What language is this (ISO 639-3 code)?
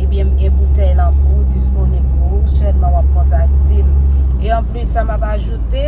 hat